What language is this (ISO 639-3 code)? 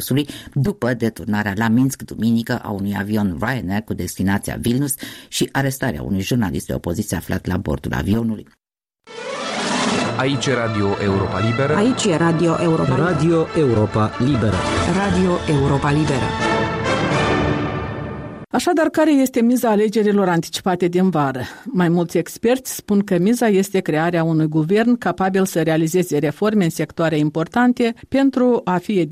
ron